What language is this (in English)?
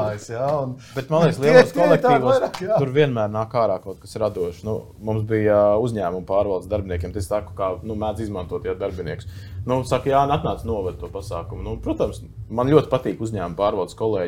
Latvian